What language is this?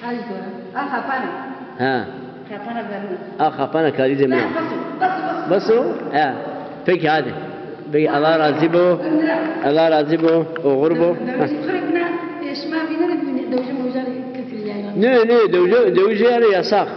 Zaza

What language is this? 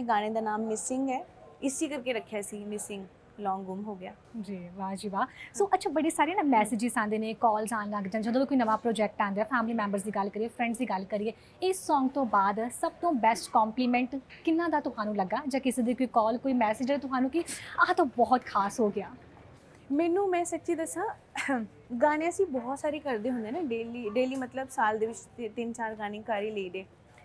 Punjabi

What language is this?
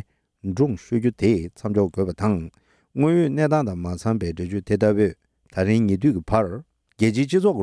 Tibetan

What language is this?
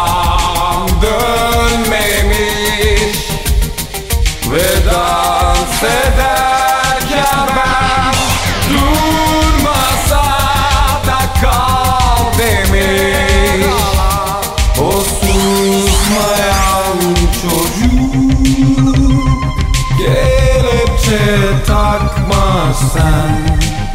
Turkish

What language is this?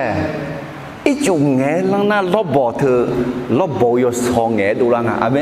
Akha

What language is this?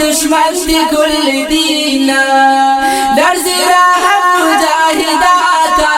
Brahui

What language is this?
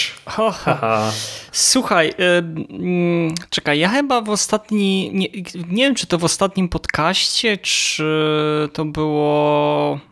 Polish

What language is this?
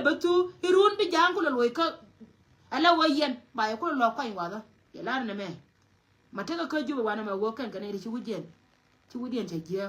Nuer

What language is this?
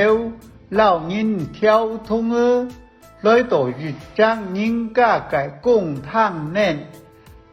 Hakka Chinese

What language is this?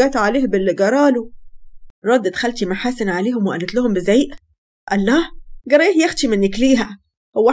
Egyptian Arabic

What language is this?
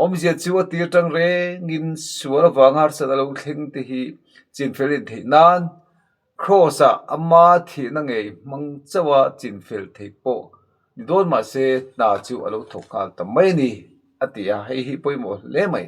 Mizo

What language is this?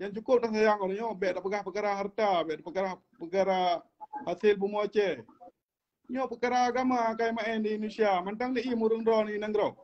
Achinese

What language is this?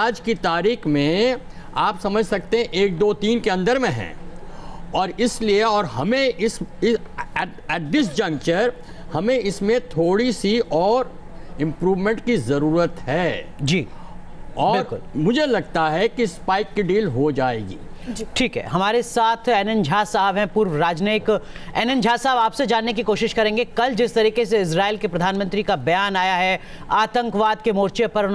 Hindi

